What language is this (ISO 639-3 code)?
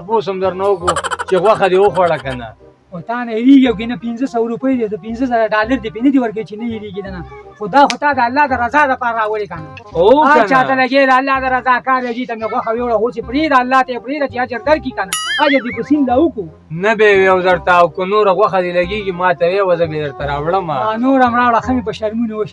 pus